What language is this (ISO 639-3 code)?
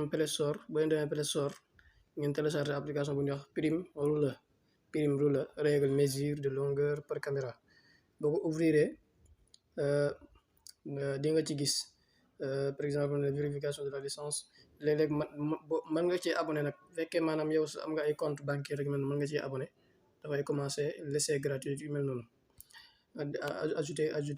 wol